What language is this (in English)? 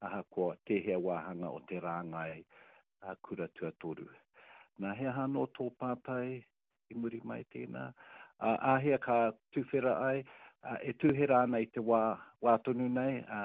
Māori